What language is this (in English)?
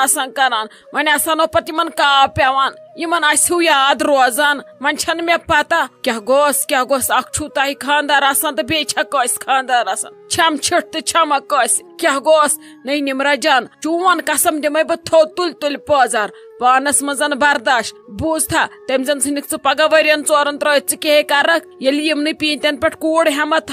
Kashmiri